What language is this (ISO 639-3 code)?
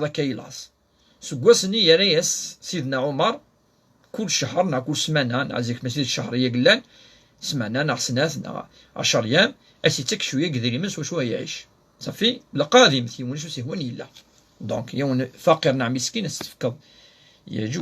kab